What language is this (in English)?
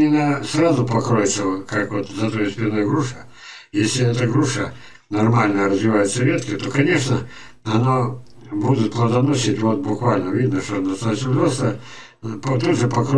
Russian